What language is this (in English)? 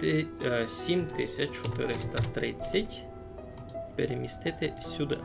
Rusyn